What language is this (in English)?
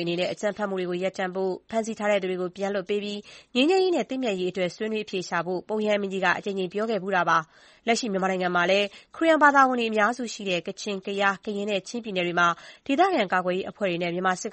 Burmese